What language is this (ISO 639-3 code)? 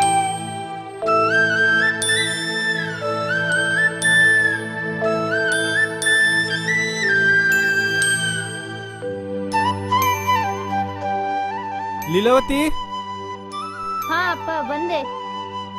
kan